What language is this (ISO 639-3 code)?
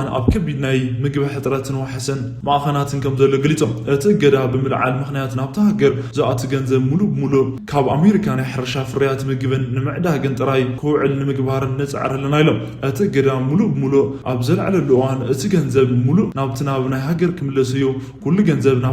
tir